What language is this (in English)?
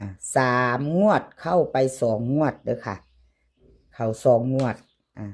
Northeastern Thai